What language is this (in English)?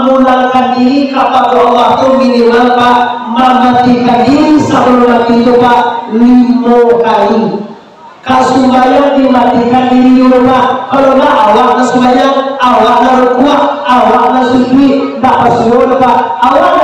Minangkabau